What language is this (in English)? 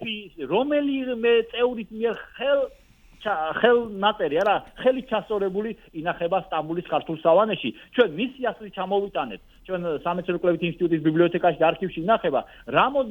Georgian